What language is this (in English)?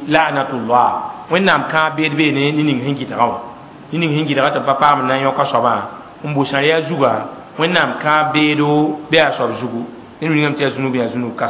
Mossi